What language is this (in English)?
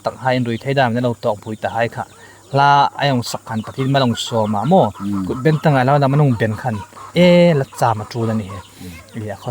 Hmar